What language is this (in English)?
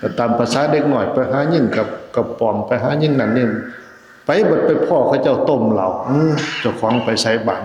Lao